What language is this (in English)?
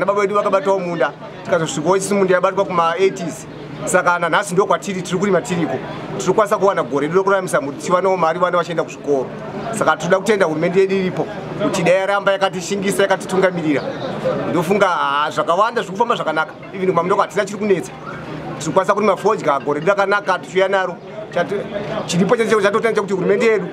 Shona